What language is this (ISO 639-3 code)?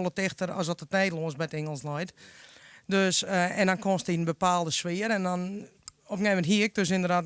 fry